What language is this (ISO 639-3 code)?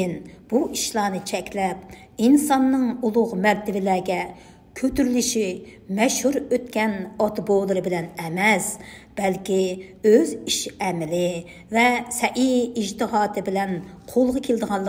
uig